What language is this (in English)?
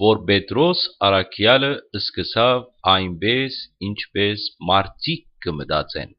Western Armenian